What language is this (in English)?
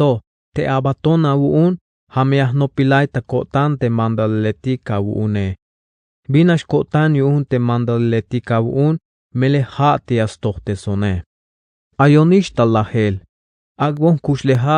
Tzeltal